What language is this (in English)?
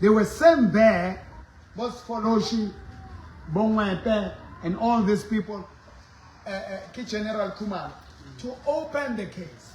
Southern Sotho